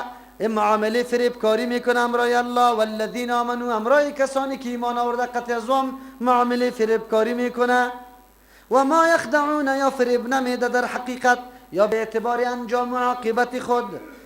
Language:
Persian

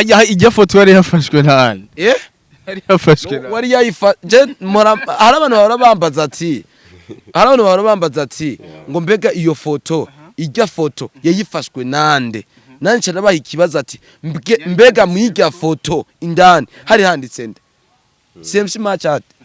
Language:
Rundi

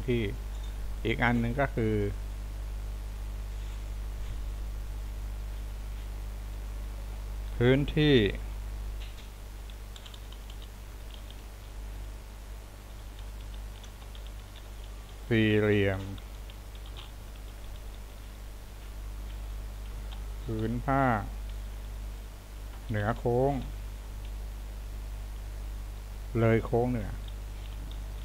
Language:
Thai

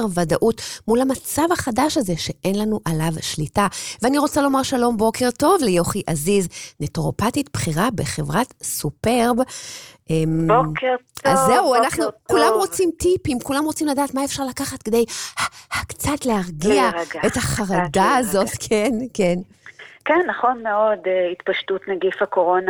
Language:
Hebrew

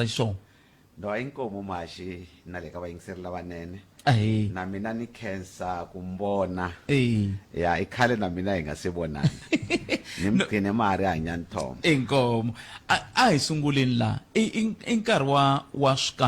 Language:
Tsonga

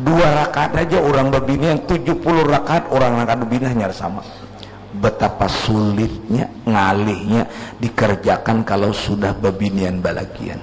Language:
Banjar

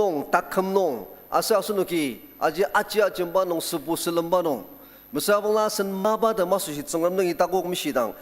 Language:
Ao Naga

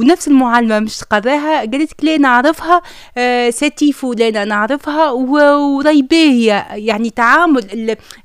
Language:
Tunisian Arabic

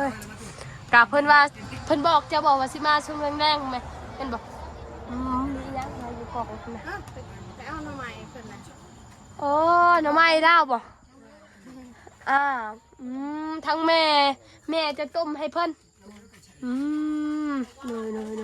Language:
Northeastern Thai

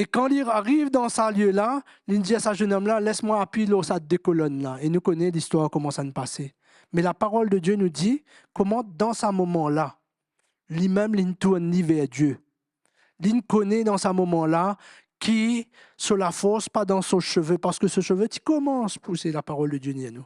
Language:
Morisyen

